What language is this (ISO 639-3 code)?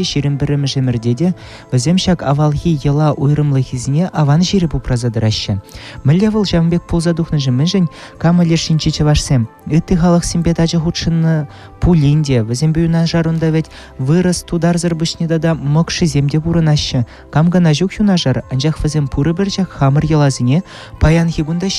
chv